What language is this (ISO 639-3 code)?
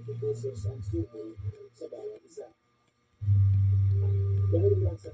fil